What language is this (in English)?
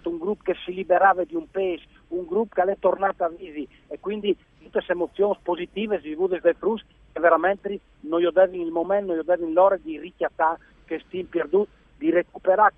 Friulian